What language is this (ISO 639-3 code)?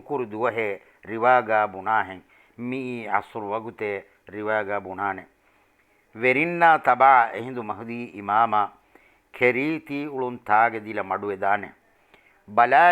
div